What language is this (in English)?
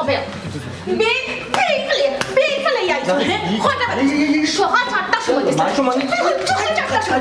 Sylheti